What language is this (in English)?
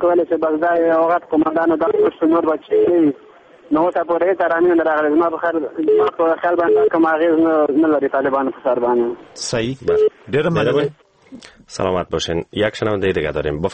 Persian